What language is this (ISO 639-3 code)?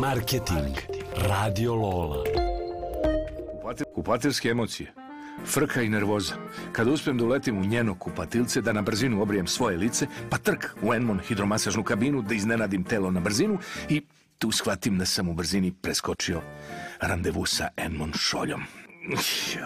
srp